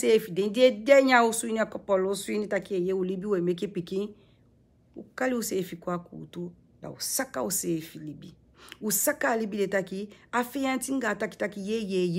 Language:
Sranan Tongo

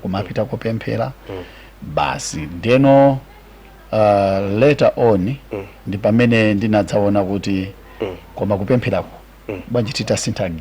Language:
Nyanja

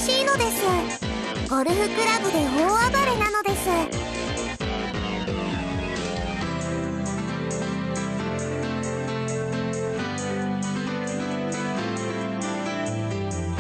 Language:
Japanese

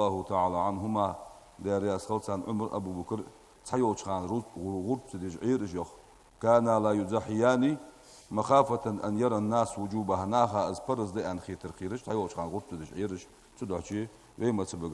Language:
Ingush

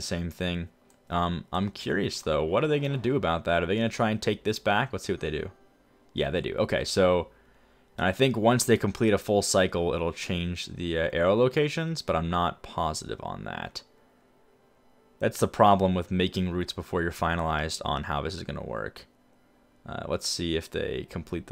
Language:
English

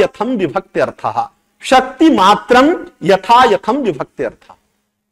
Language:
Sanskrit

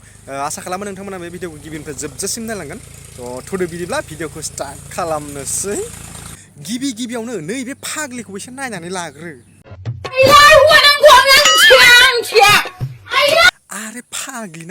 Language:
Bodo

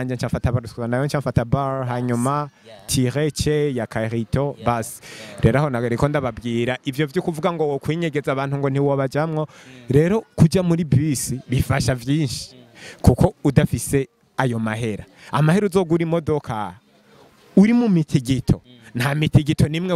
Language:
Rundi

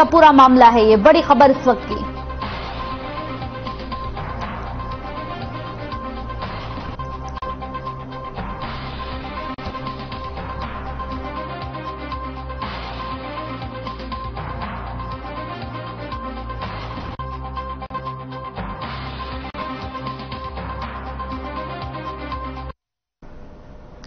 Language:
Hindi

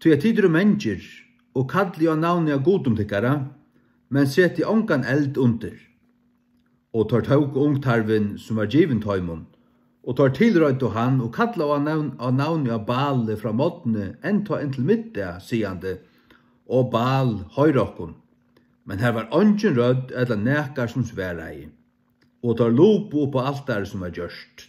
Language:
Faroese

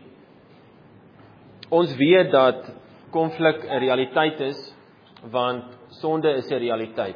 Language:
Afrikaans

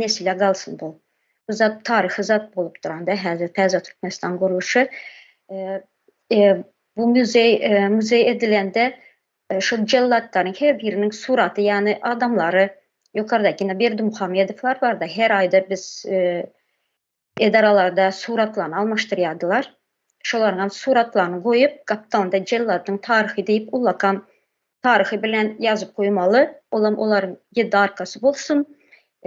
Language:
Turkmen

